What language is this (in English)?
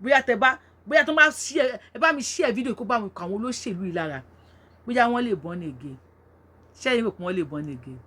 Yoruba